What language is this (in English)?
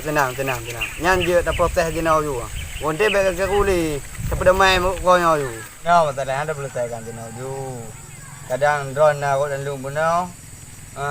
Achinese